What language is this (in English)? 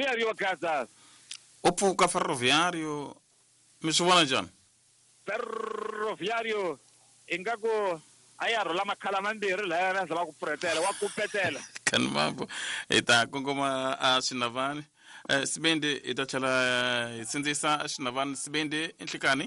Tsonga